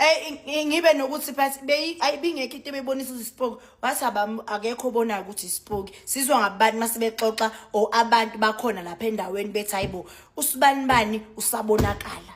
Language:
Zulu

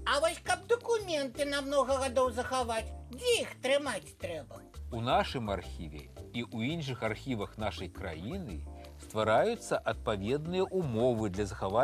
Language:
Belarusian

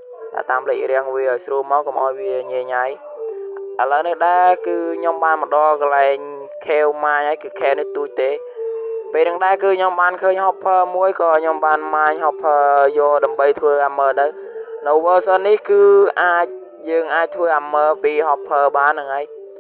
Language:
Khmer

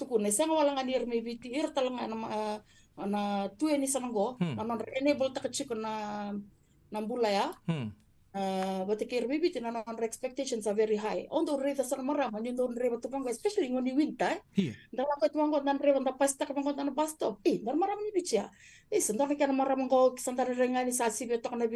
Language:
Fijian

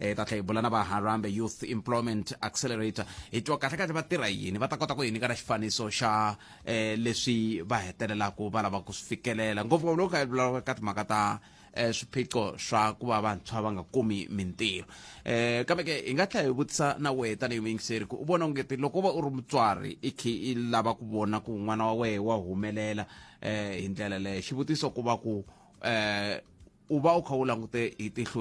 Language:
Tsonga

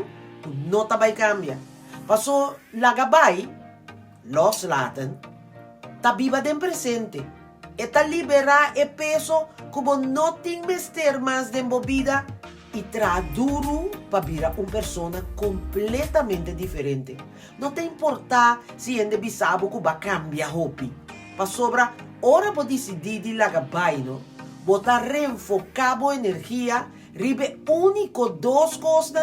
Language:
Papiamento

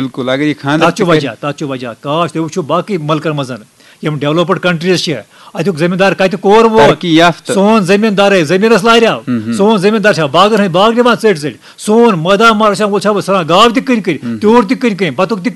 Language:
Kashmiri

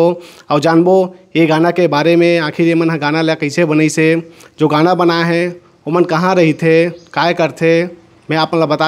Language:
Chhattisgarhi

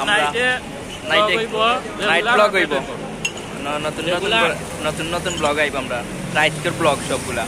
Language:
Sylheti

